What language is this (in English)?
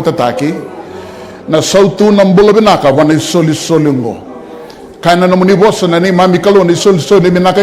Fijian